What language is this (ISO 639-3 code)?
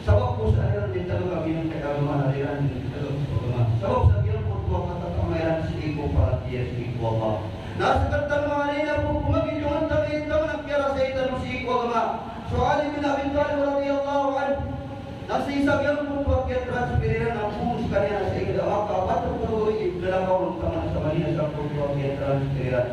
mrw